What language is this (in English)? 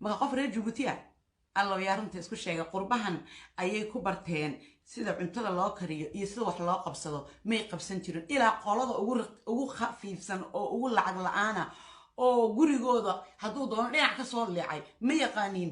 Somali